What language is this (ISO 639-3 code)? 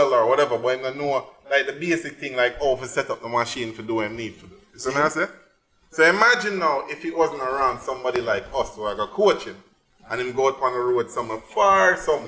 jam